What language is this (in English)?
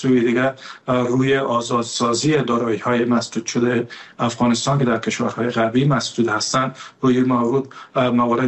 Persian